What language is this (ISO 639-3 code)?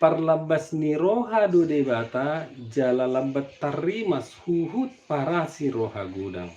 bbc